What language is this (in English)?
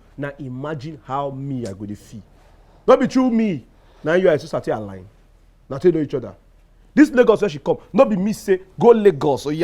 Nigerian Pidgin